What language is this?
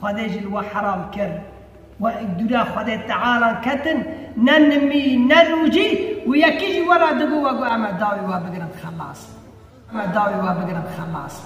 Kurdish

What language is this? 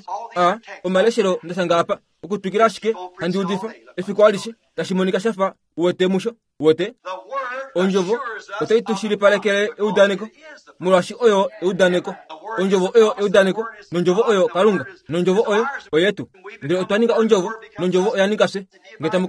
Kuanyama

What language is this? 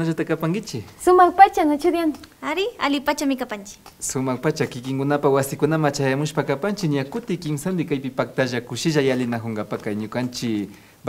Imbabura Highland Quichua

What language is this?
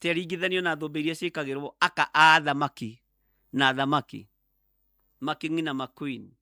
Kikuyu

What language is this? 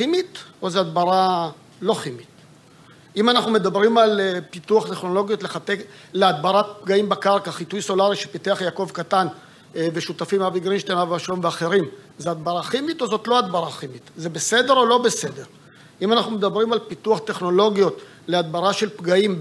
Hebrew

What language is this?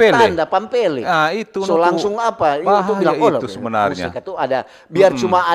Manado Malay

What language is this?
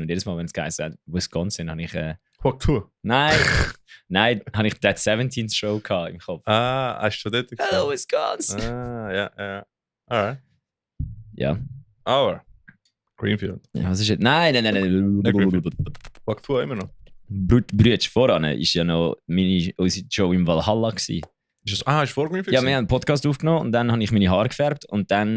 Swiss German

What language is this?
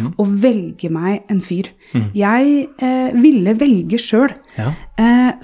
Norwegian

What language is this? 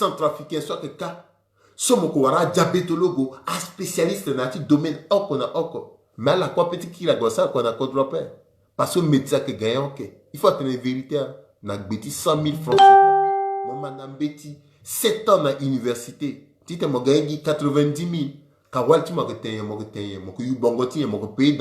Sango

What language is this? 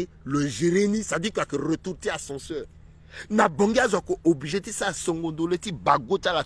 Sango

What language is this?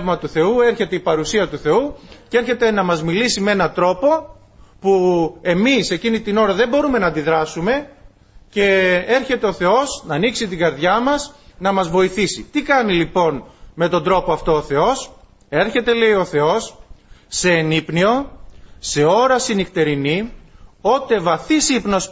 Greek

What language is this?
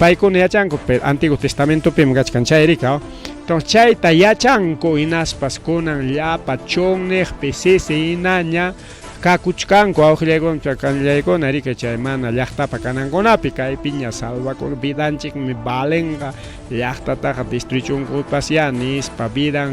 Ayacucho Quechua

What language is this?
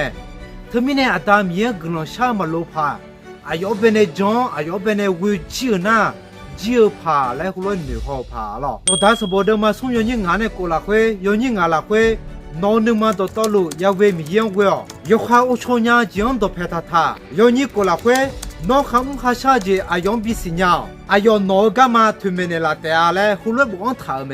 Akha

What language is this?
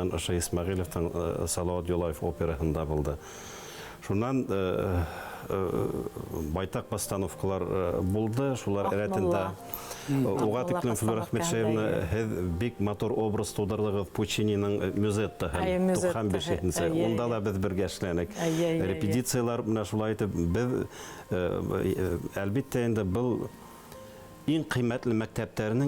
Bashkir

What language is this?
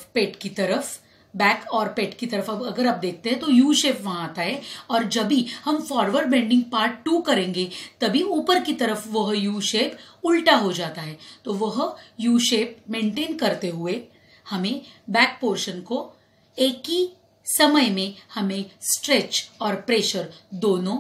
Hindi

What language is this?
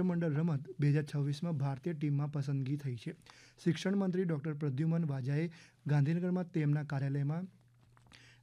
Gujarati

